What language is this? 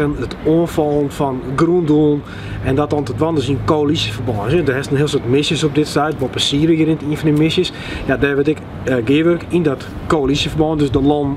Western Frisian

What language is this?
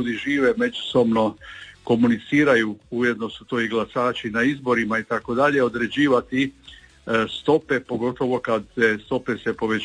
Croatian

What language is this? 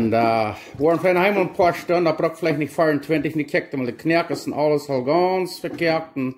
Plautdietsch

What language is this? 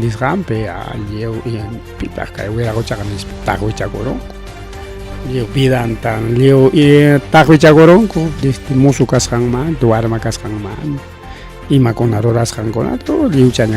Ayacucho Quechua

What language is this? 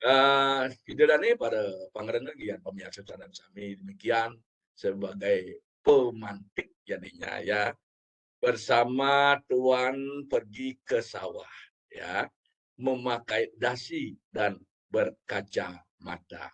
Balinese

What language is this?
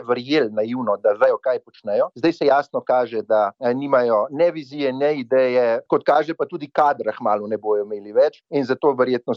Slovenian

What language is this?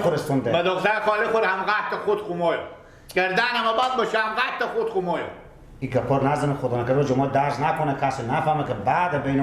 Persian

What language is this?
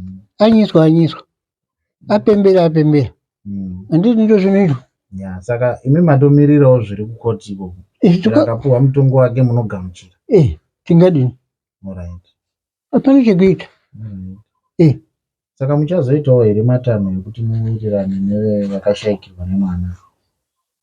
Shona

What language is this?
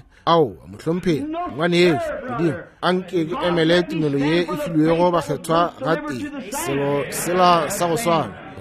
Northern Sotho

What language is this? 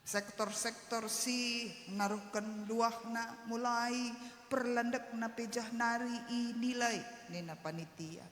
Batak Karo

